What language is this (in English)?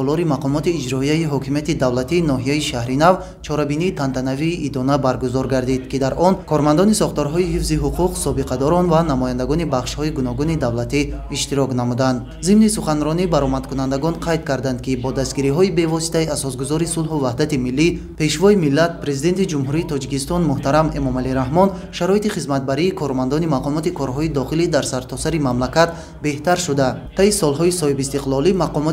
Tajik